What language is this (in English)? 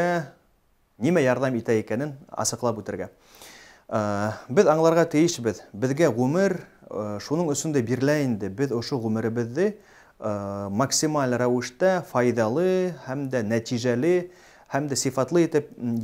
Bashkir